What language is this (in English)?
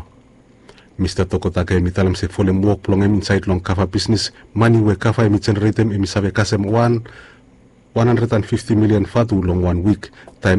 Bislama